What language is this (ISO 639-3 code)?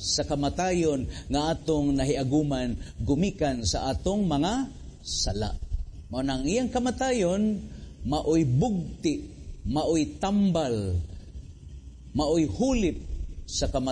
ceb